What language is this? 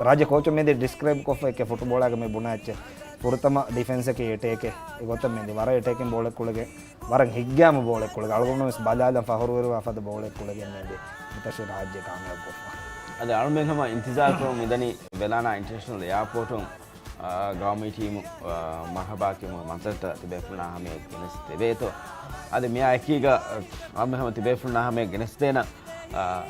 Divehi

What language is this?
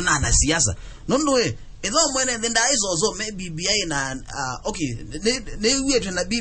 Kamba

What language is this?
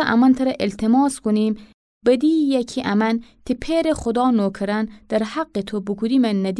Gilaki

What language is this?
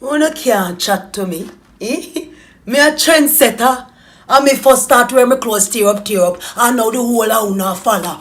Jamaican Creole English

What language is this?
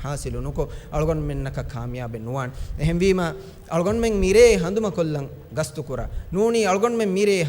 Divehi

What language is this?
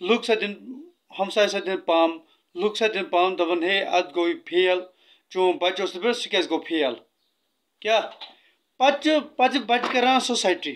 Kashmiri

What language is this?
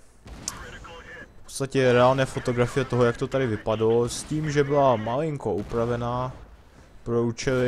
Czech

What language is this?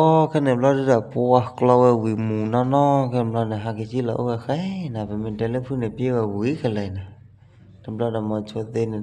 S'gaw Karen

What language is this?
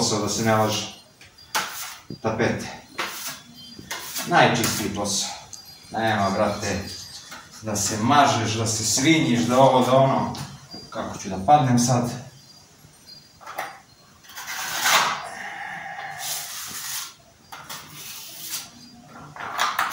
Serbian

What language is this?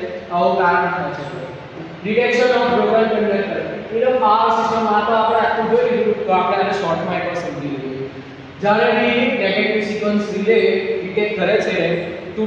Gujarati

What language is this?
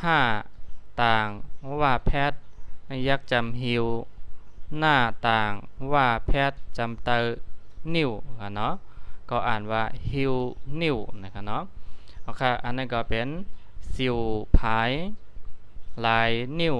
Shan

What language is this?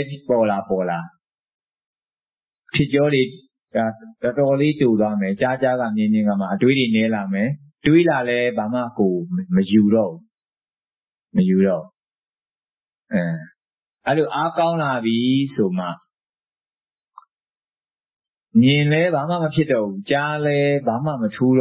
Burmese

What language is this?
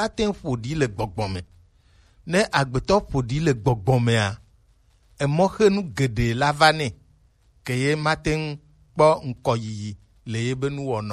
Gen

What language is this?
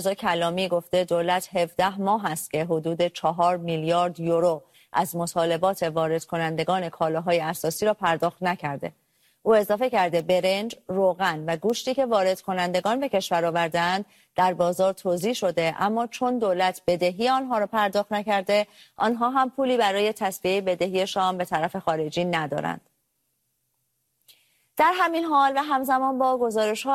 Persian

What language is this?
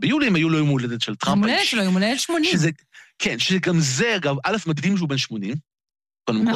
Hebrew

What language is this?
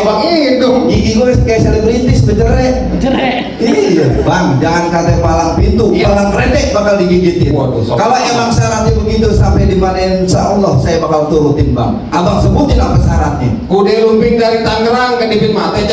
Betawi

